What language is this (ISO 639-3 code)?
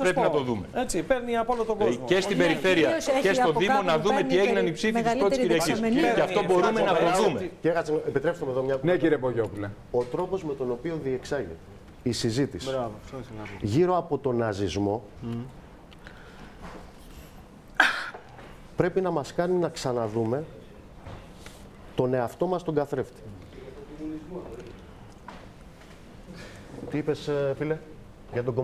ell